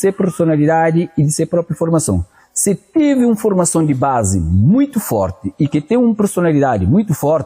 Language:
Kabuverdianu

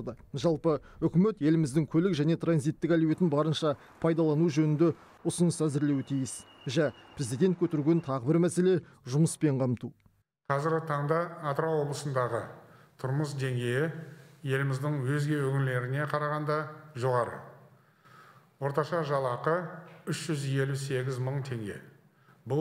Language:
Kazakh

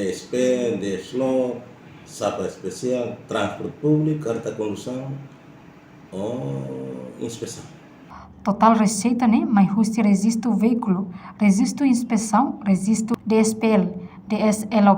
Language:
Tetum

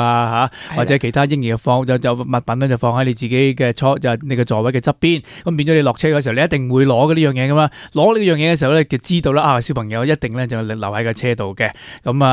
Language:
Cantonese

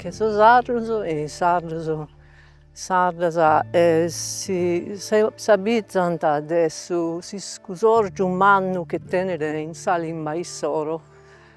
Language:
Sardinian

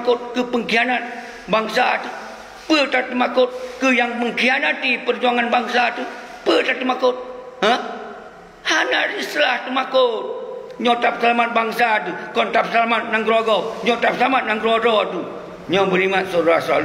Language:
Achinese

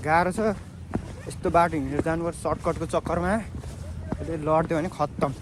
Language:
Nepali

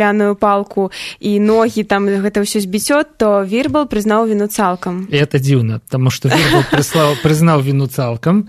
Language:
Belarusian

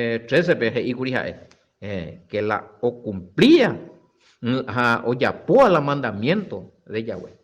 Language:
Guarani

